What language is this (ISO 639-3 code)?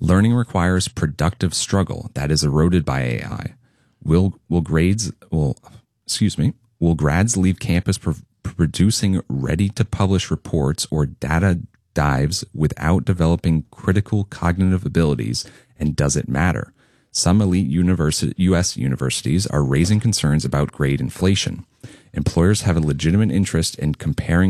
eng